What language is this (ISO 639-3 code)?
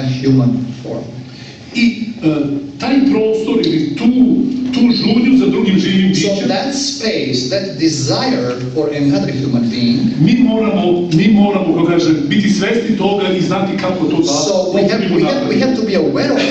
srp